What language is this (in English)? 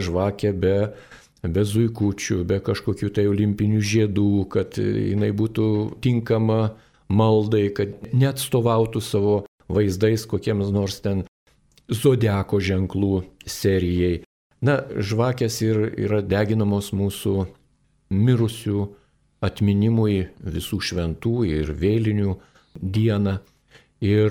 Lithuanian